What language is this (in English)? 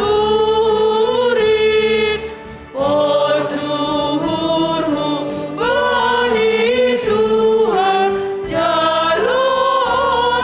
Batak Simalungun